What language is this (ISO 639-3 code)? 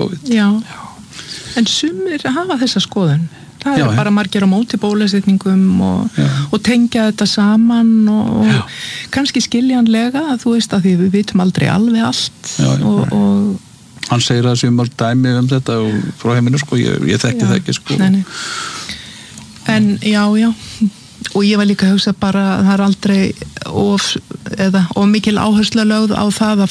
isl